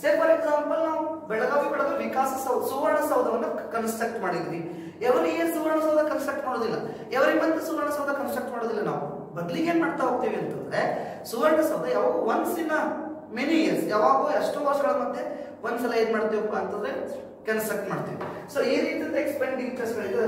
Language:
Kannada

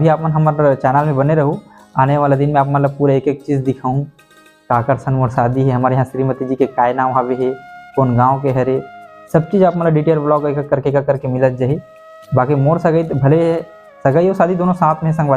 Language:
Chhattisgarhi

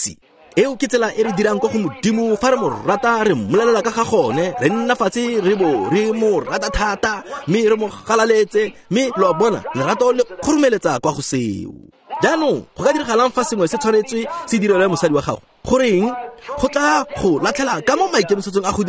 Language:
Tswana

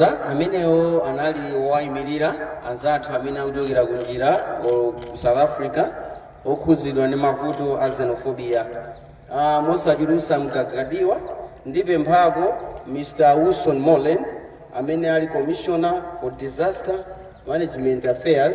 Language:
Nyanja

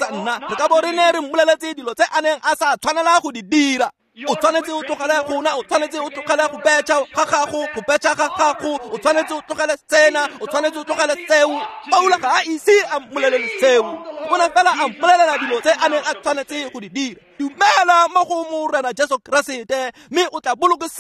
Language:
Tswana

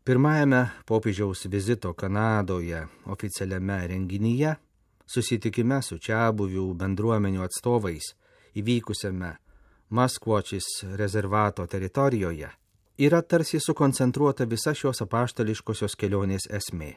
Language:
Lithuanian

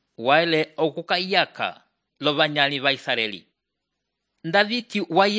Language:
Umbundu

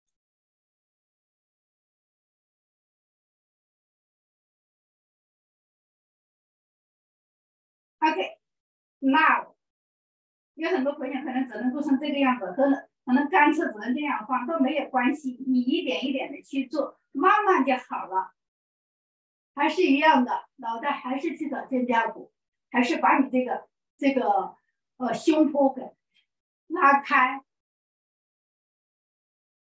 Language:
Chinese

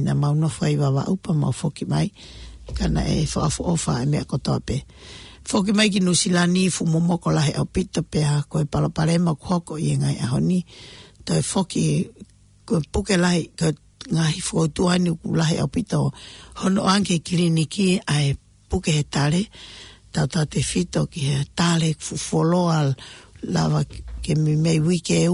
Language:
Tongan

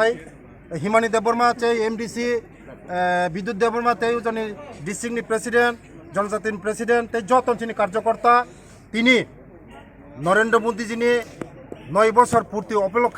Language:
Kok Borok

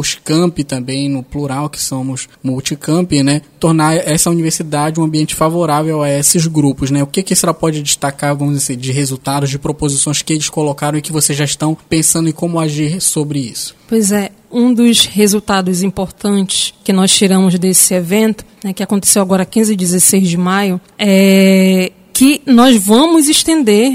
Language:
Portuguese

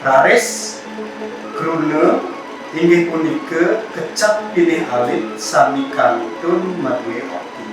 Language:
Balinese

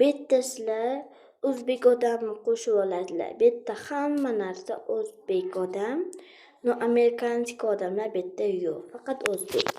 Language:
Uzbek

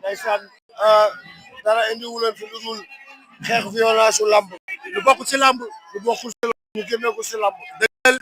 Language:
Wolof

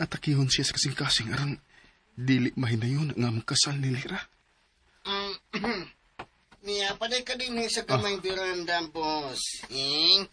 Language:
Cebuano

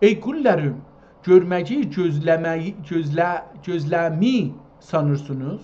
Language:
South Azerbaijani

